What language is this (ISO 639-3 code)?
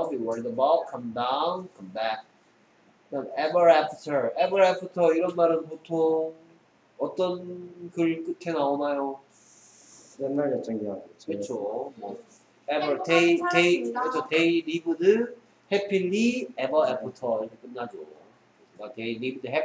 kor